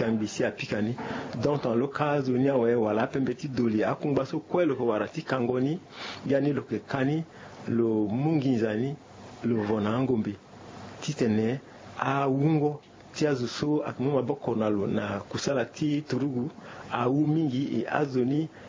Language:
Sango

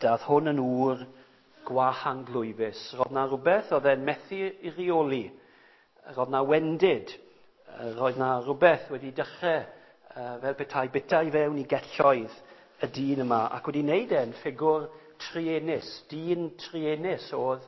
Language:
Welsh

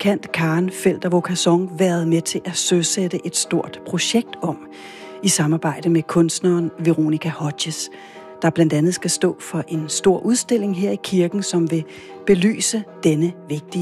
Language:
Danish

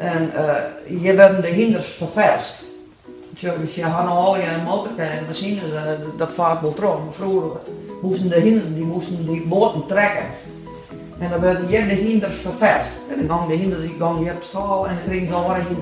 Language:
Western Frisian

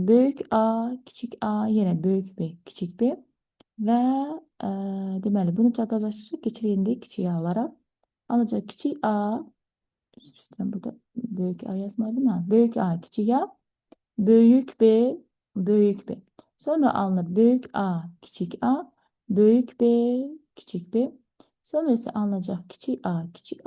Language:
Azerbaijani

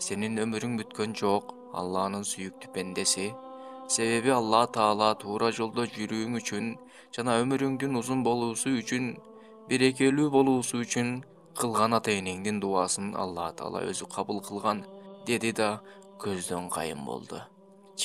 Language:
Kyrgyz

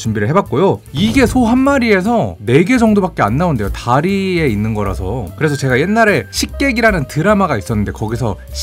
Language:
Korean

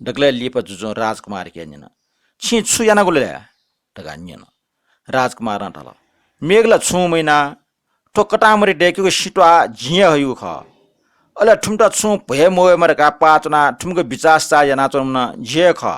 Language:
Newari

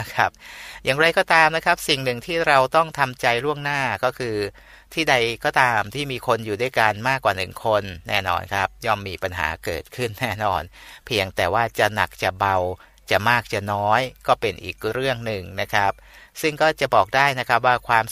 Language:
Thai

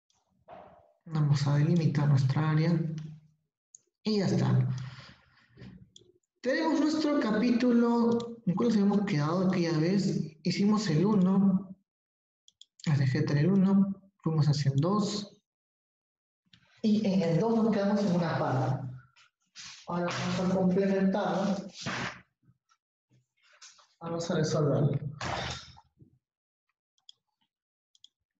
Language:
Spanish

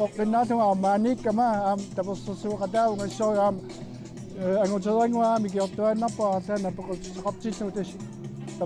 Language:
Kalaallisut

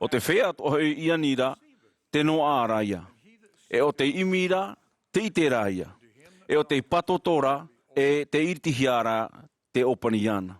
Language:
Tahitian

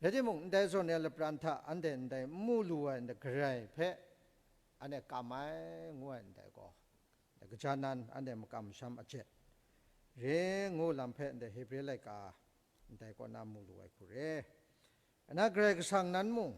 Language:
Kachin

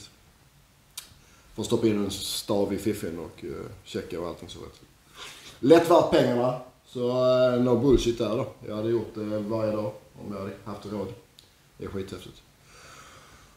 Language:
Swedish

